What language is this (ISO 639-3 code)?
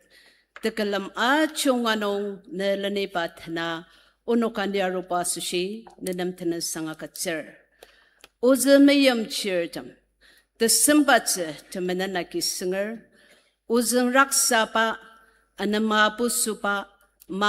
njo